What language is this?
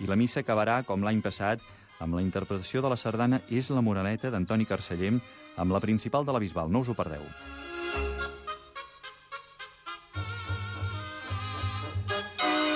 Catalan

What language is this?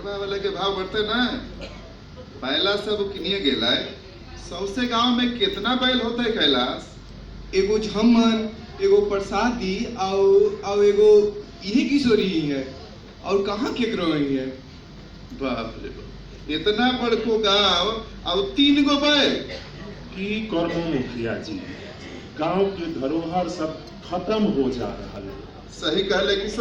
Magahi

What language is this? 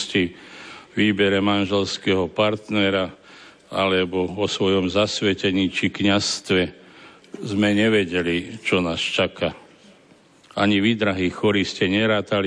Slovak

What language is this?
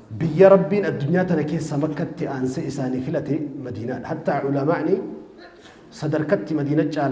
Oromo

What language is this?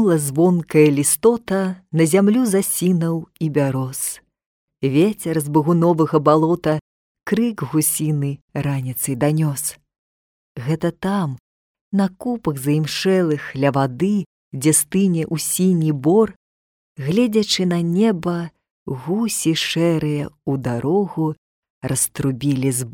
Belarusian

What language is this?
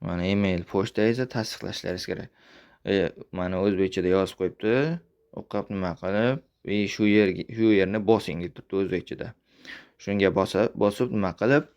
Uzbek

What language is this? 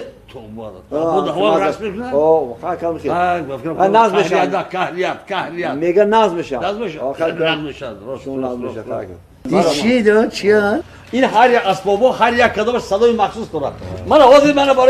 Tajik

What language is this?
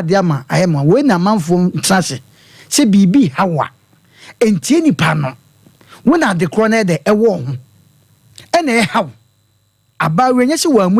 Akan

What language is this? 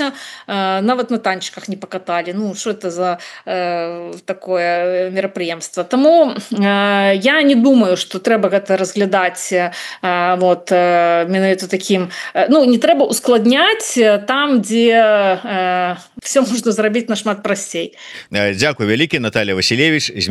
Belarusian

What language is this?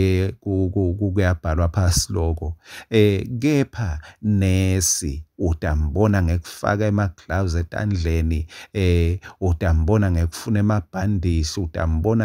Swati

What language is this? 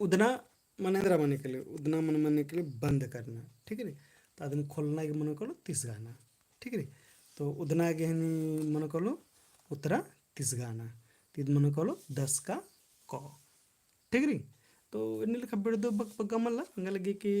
Kurukh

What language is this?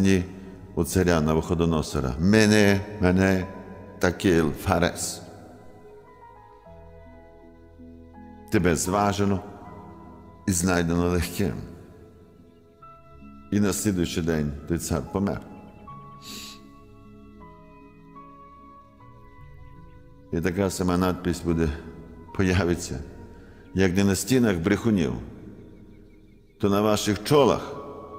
Ukrainian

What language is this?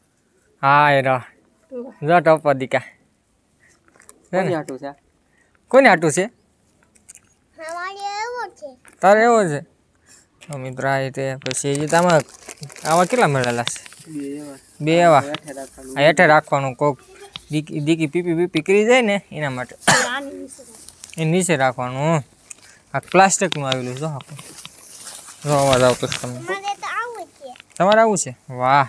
Gujarati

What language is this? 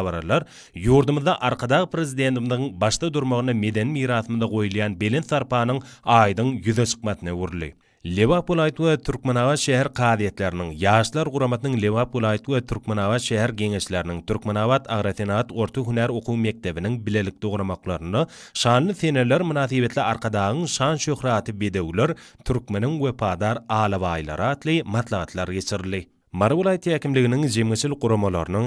Turkmen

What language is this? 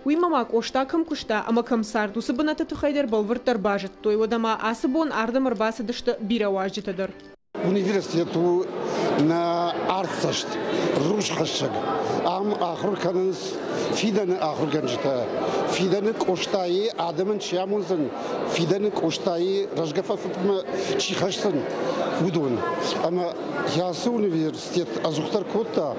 Ossetic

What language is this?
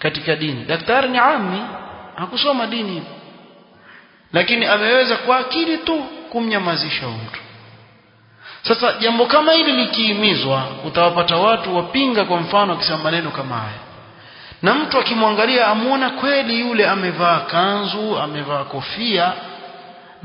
Swahili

